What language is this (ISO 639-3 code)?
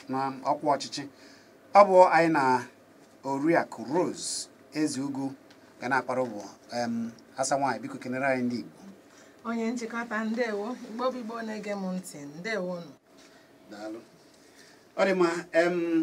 ibo